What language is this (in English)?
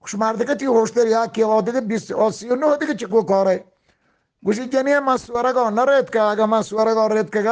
Eastern Balochi